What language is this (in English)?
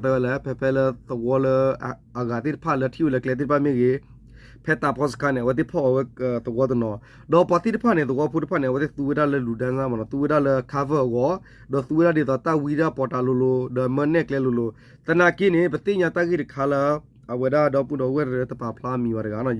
S'gaw Karen